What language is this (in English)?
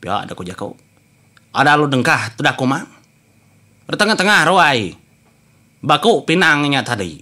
Iban